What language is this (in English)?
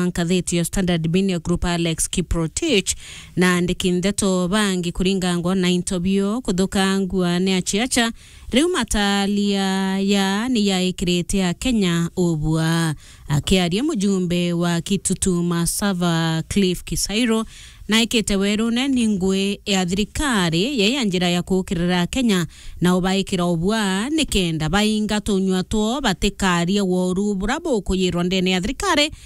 Meru